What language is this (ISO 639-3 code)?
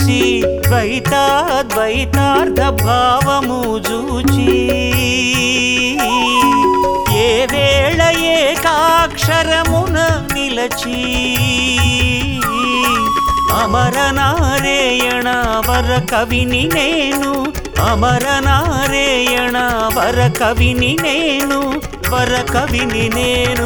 tel